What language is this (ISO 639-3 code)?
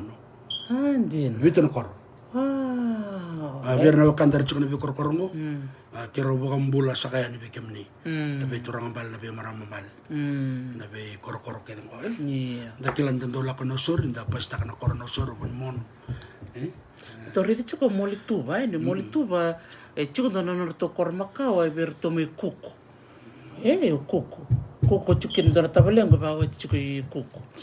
fij